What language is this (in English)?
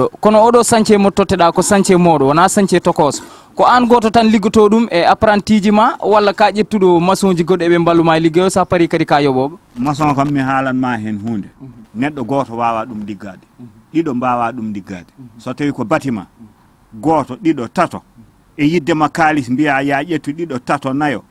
Fula